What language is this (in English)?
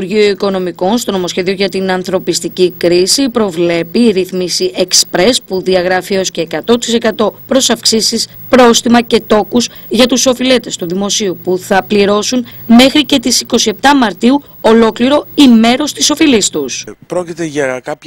Greek